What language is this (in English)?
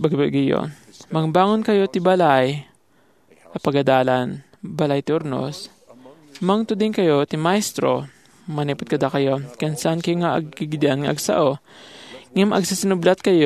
Iloko